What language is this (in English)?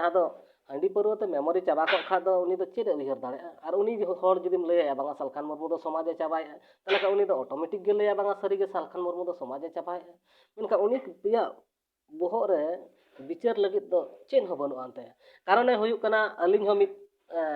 Santali